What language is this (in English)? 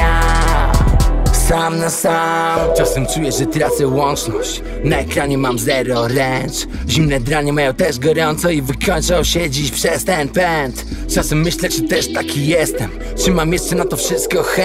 Polish